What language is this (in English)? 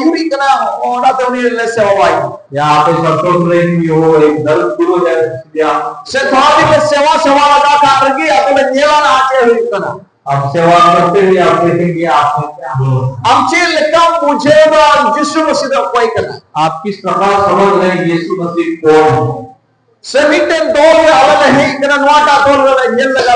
Santali